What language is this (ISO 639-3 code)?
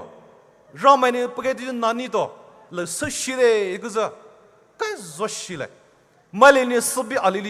pmx